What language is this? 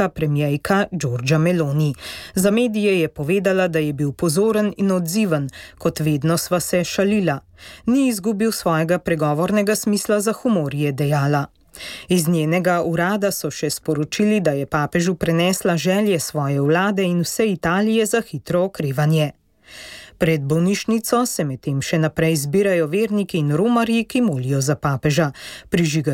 Slovenian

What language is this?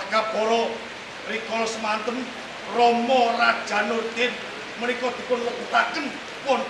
Javanese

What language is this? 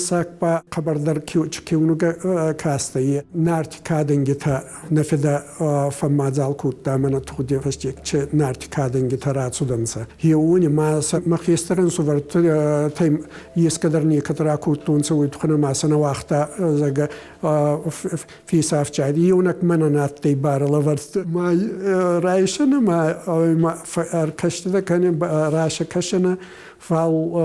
Ossetic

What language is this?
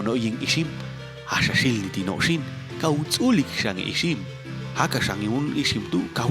Popti'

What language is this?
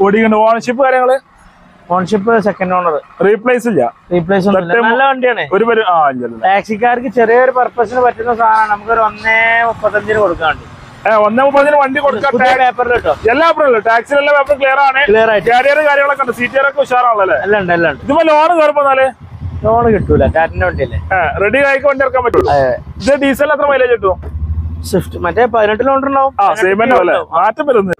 Malayalam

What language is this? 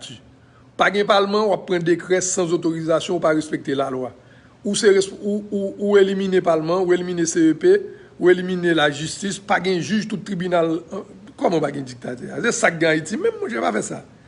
Haitian Creole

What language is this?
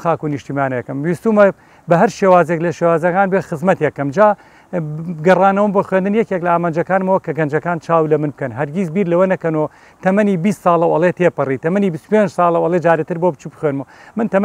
Central Kurdish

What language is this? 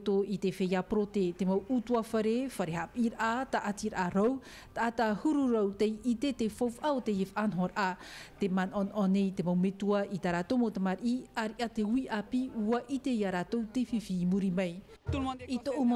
Tahitian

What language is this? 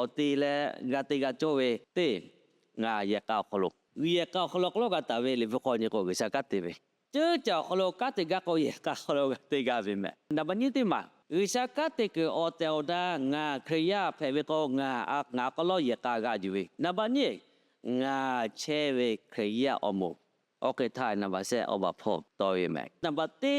Lahu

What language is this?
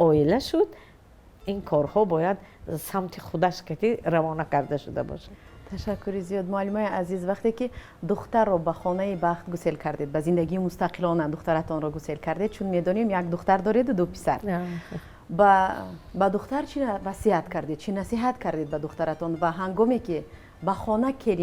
Tajik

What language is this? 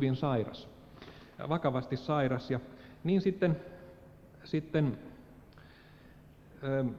Finnish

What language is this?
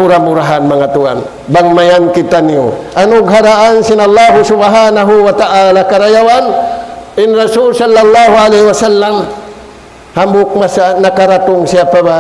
Tausug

